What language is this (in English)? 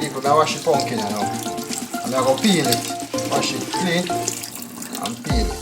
Jamaican Creole English